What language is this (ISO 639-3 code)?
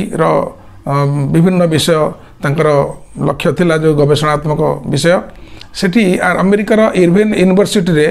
ori